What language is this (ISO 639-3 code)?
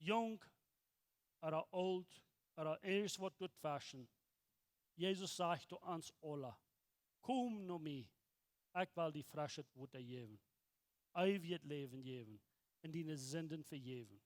pdt